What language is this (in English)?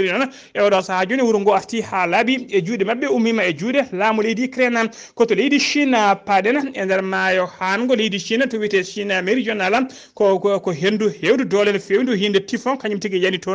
Fula